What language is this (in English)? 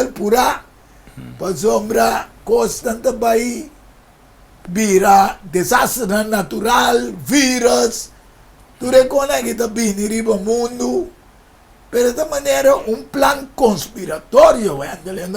Papiamento